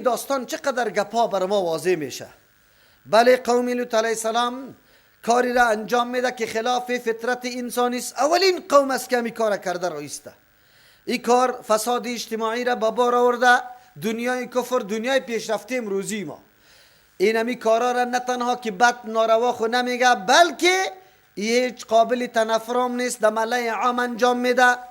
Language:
Persian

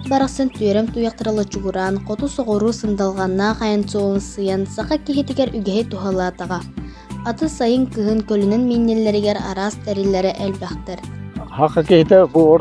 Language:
Yakut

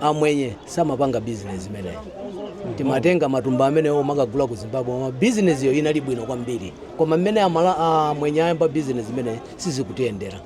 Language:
Nyanja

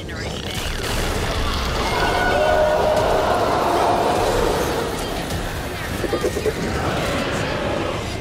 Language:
English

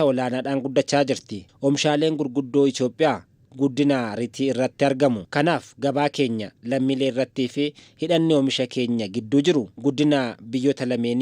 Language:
Oromo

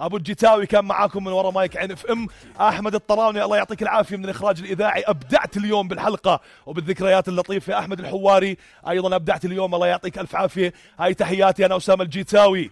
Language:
North Levantine Arabic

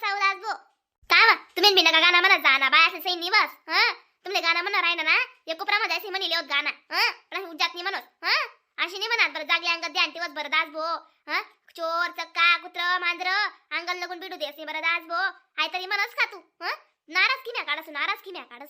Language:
Khandesi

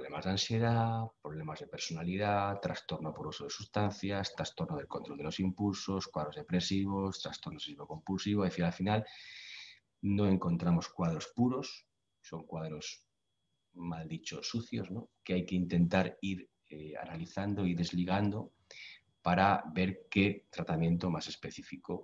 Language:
Spanish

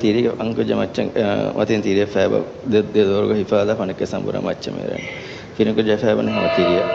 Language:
Divehi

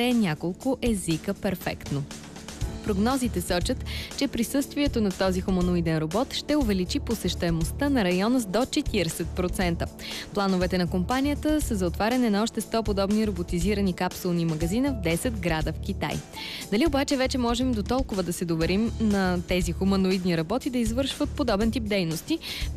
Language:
Bulgarian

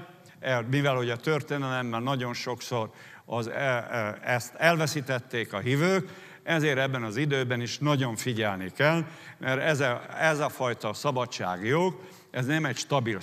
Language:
Hungarian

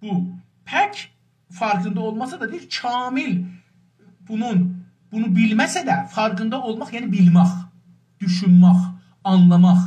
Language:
South Azerbaijani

